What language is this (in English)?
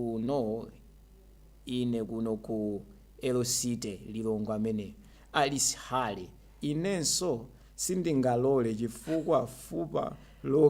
Nyanja